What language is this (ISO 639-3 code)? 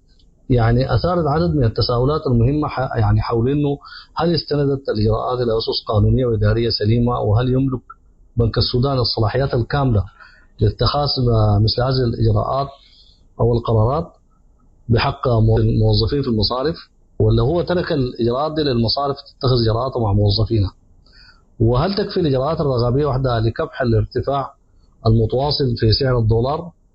apd